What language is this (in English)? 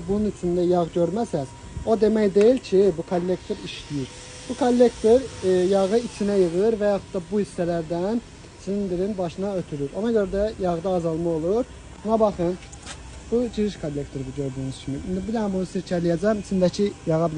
Azerbaijani